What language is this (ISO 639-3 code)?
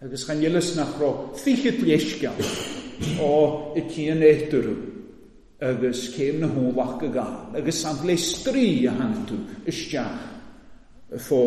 cym